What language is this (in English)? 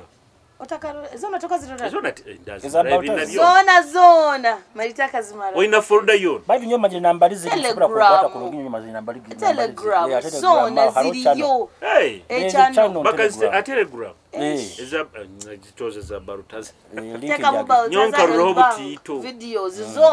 Nyoro